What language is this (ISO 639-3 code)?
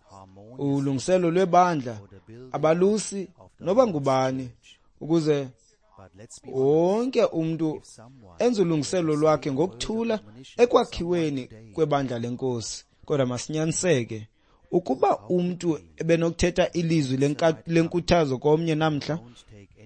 xho